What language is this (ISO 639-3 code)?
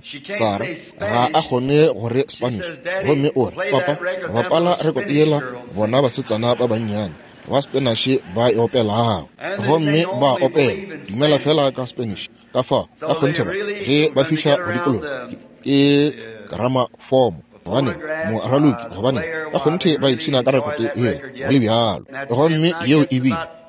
nso